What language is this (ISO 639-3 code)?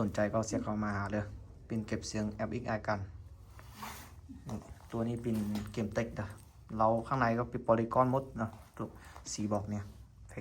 lao